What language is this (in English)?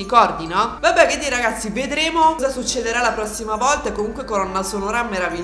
Italian